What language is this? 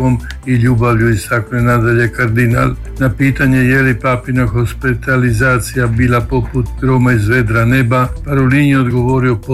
Croatian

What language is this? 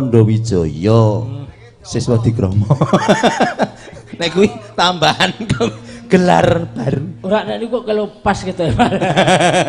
Javanese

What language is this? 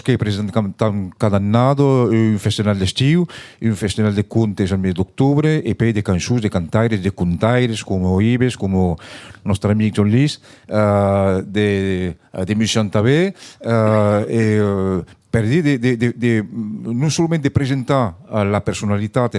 Occitan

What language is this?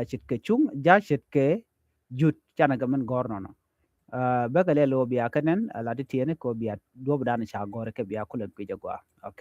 Nuer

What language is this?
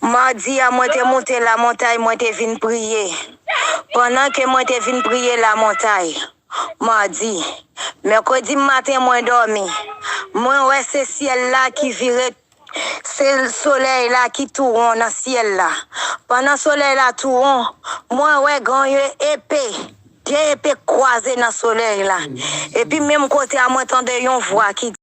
Haitian Creole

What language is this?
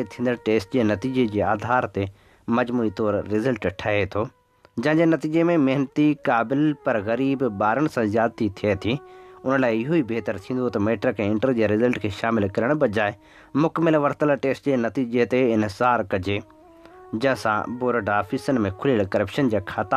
Sindhi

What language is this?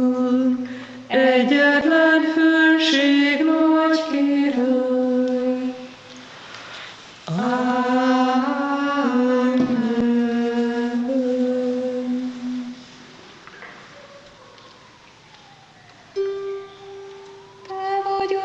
Hungarian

